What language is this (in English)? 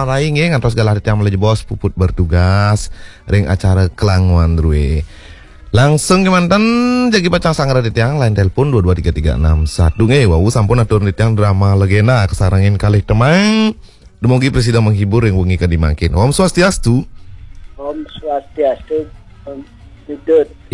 Balinese